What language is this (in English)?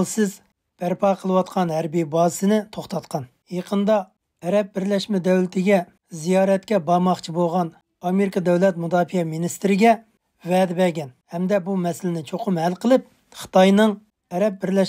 Uyghur